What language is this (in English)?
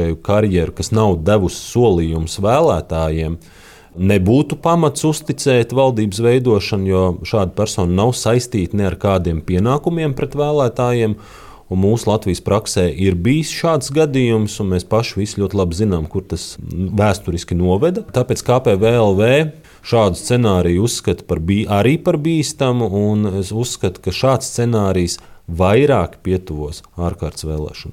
Latvian